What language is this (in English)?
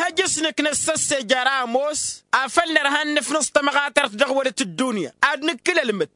Tamasheq